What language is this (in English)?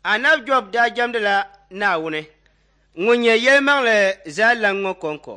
Dagbani